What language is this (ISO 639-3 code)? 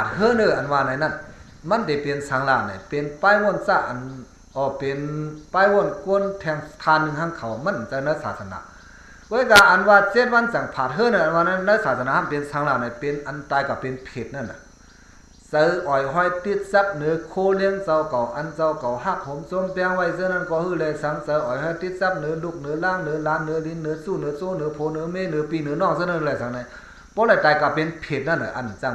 shn